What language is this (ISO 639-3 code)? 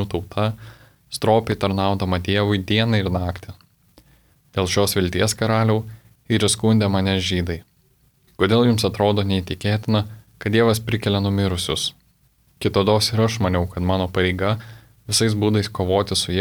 lit